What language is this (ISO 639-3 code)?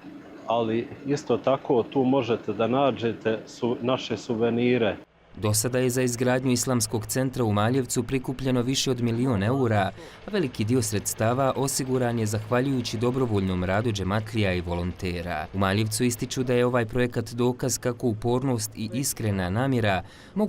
bos